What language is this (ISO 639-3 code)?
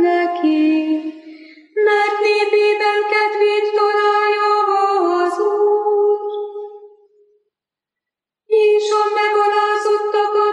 hun